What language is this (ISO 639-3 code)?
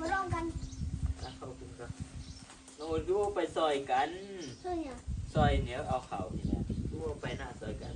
tts